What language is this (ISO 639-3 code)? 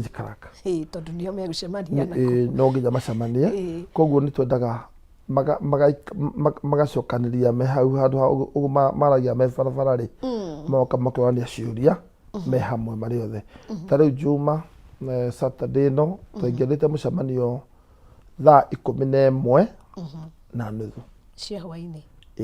kik